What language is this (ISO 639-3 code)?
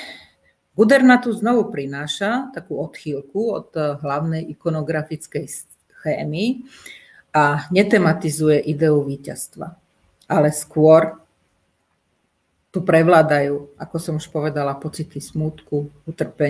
slk